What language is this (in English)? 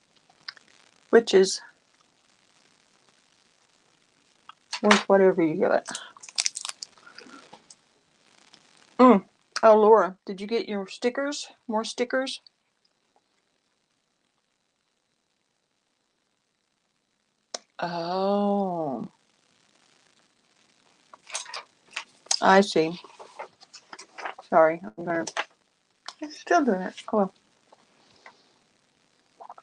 English